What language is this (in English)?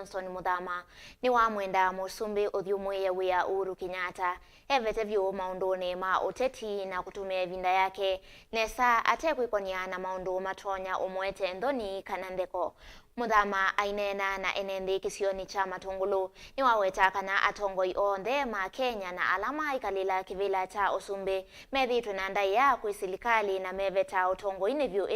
Kamba